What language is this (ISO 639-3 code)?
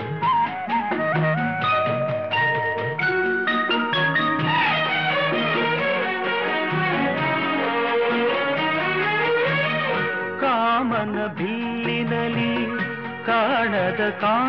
kan